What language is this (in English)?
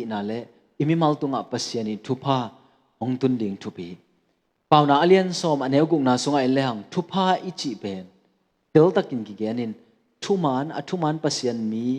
Tedim Chin